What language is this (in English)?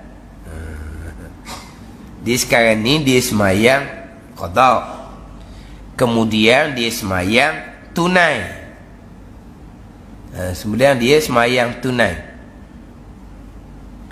Malay